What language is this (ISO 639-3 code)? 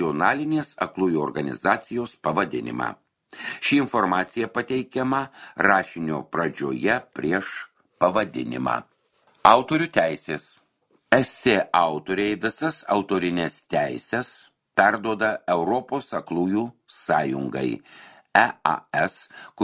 lit